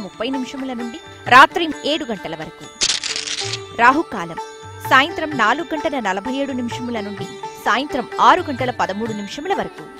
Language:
Telugu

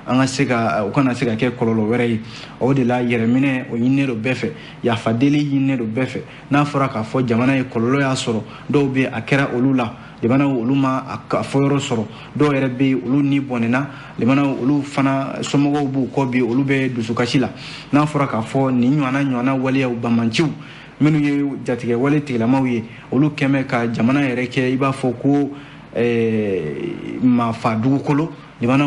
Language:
Bambara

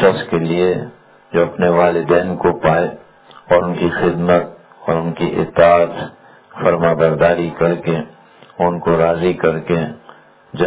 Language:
Urdu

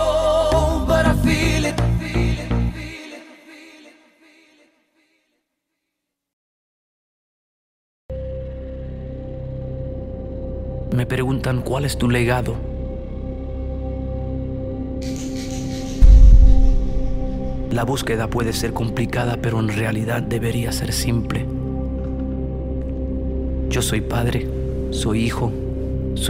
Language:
Spanish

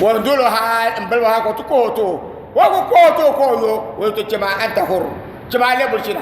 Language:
Dagbani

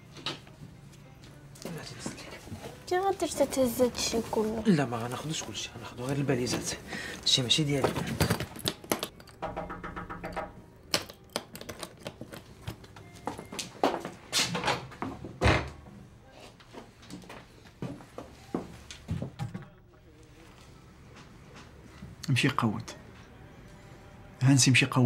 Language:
Moroccan Arabic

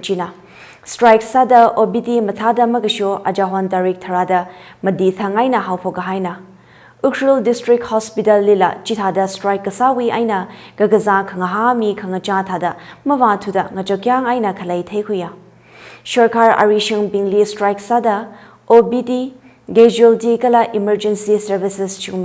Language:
Tangkhul Naga (India)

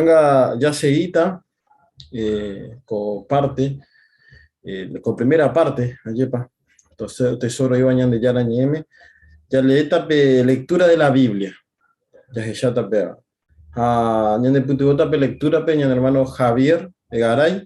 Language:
Guarani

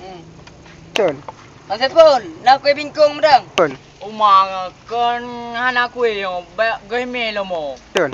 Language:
Achinese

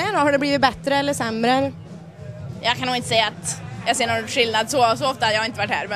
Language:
Swedish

